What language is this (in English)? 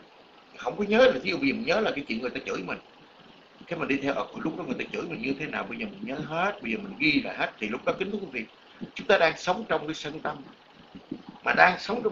Vietnamese